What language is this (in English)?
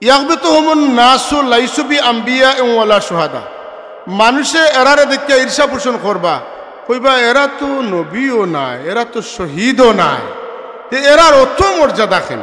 Sylheti